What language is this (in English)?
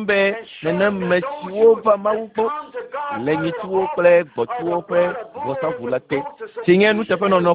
Ewe